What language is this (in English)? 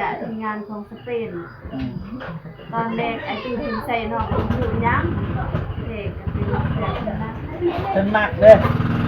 Northeastern Thai